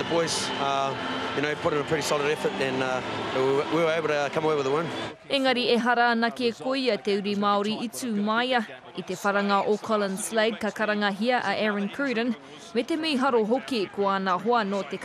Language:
Māori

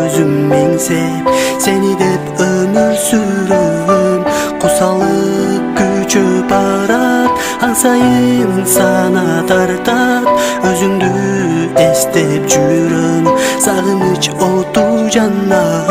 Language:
Kyrgyz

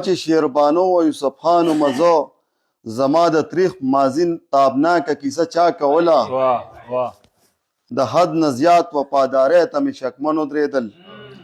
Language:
Pashto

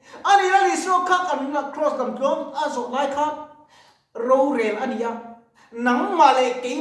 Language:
Mizo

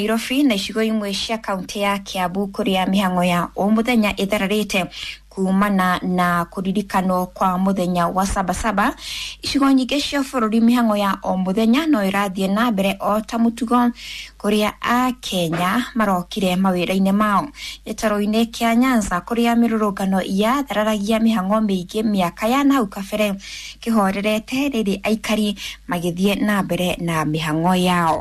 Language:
Kikuyu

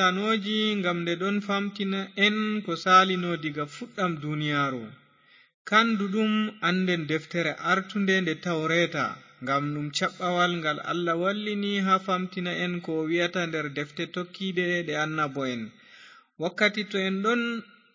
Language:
Fula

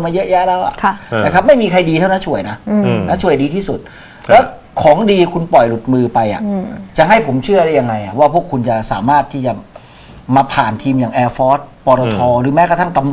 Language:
Thai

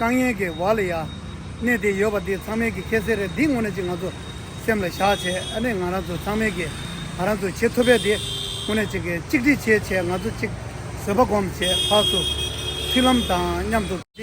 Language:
Tibetan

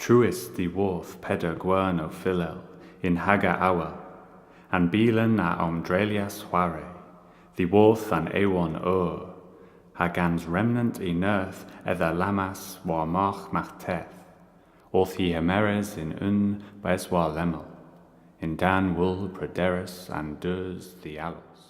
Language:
Cornish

